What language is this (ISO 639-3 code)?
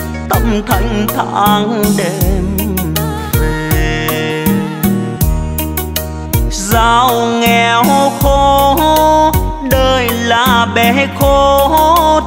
vie